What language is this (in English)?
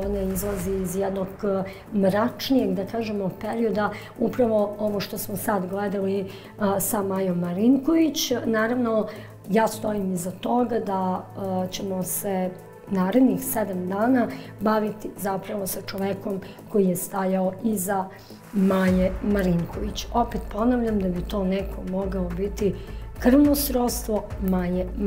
Serbian